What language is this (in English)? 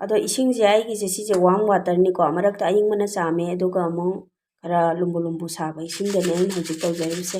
Manipuri